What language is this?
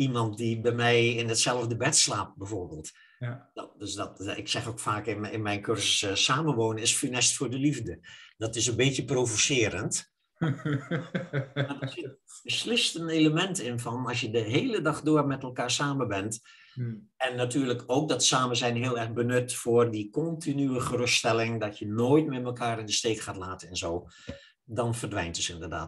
Dutch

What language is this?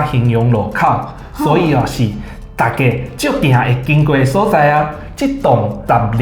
Min Nan Chinese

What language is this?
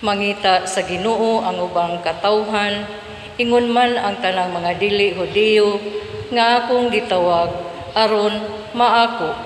Cebuano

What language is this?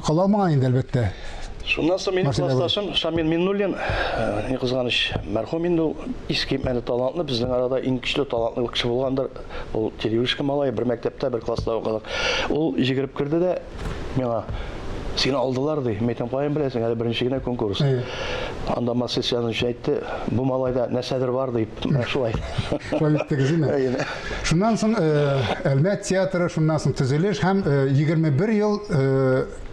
Tatar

